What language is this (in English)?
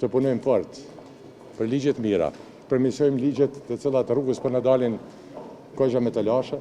Albanian